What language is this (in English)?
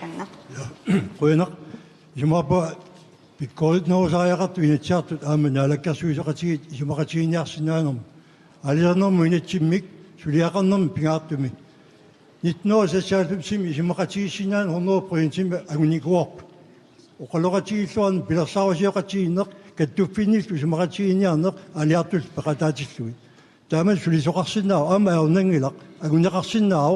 Kalaallisut